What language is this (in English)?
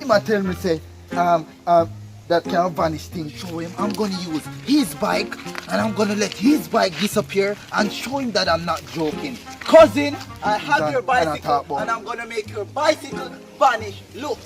Jamaican Creole English